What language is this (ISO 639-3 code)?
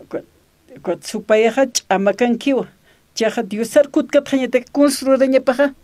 aym